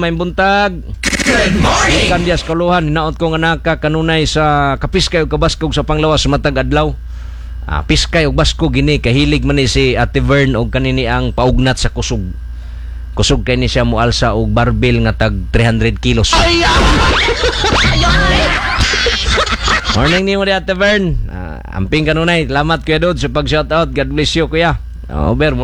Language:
Cebuano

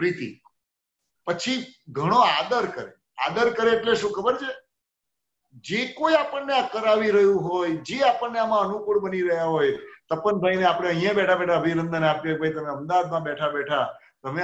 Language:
Gujarati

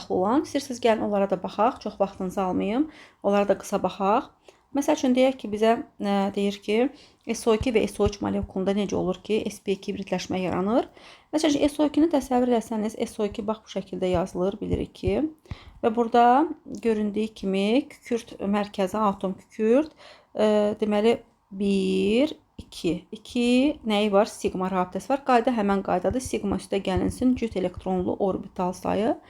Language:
Azerbaijani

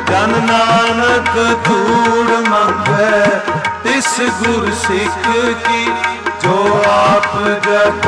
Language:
Punjabi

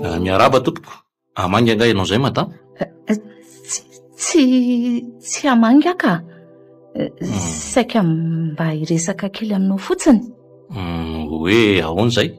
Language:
Malagasy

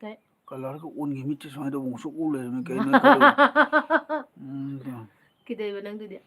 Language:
Manipuri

